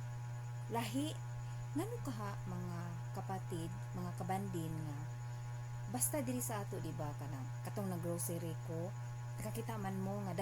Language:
Cebuano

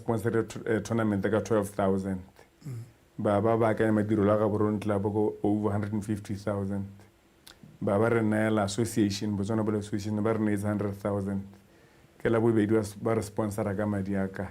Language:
Tswana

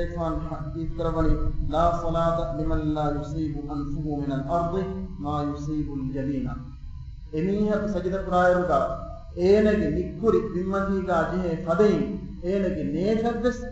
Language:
Divehi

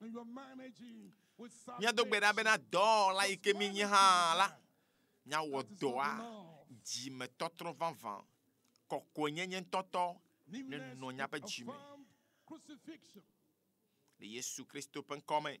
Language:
Ewe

